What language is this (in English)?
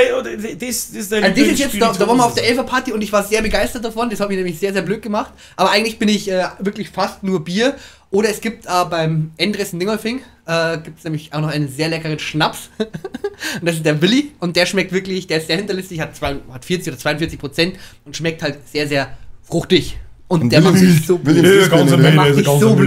Bavarian